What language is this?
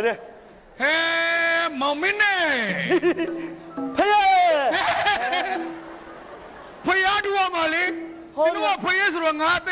Burmese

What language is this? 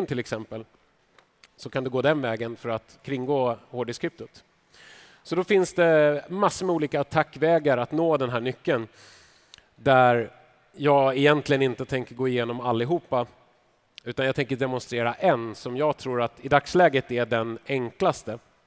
Swedish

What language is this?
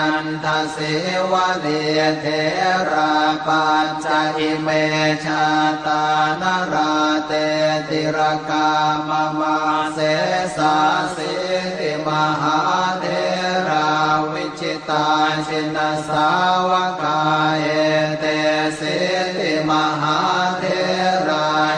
Pali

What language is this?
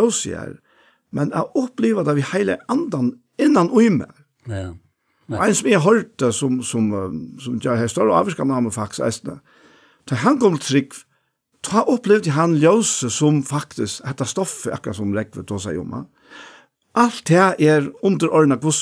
Faroese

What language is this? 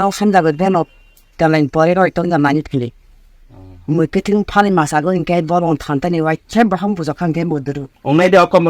Kok Borok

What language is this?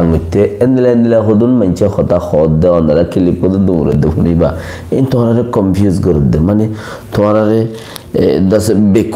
Rohingya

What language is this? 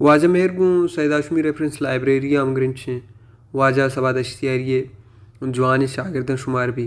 Baluchi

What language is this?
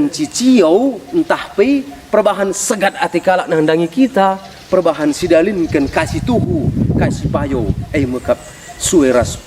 Batak Karo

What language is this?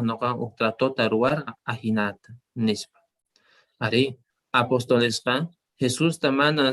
South Bolivian Quechua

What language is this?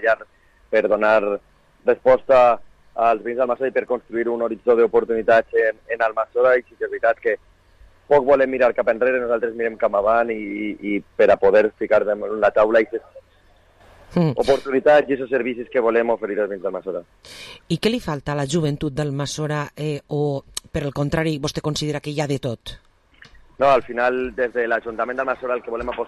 Catalan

